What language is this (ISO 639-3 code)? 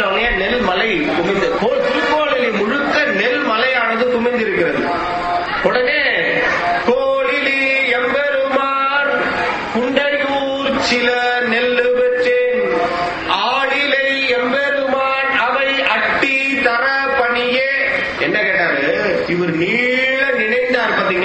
tam